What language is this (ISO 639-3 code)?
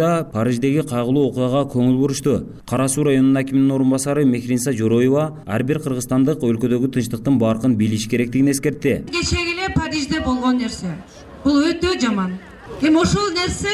kir